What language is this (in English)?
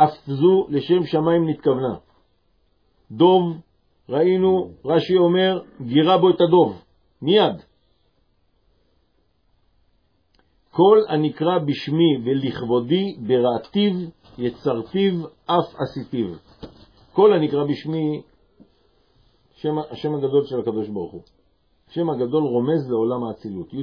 Hebrew